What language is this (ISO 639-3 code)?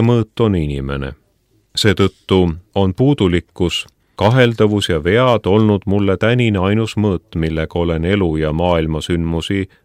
est